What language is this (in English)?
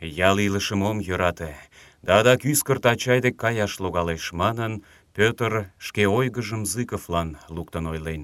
Mari